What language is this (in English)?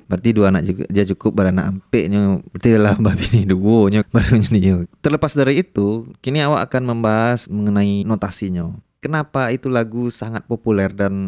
Minangkabau